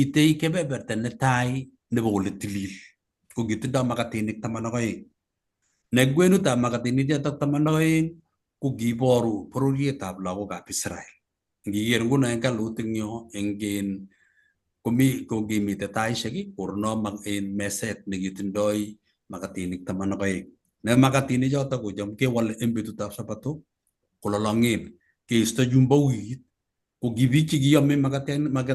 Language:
Kalenjin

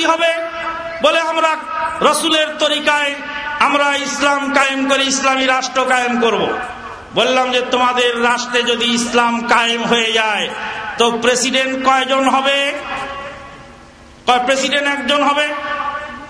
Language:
Bangla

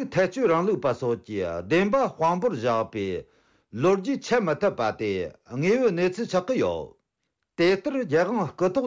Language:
Tibetan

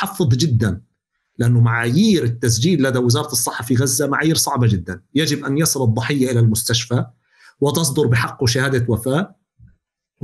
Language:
North Levantine Arabic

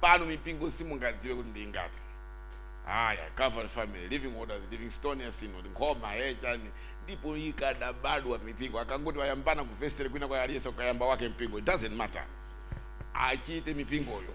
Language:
Nyanja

